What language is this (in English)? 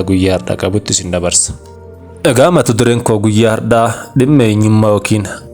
Oromo